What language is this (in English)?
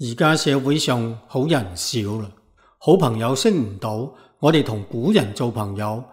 Cantonese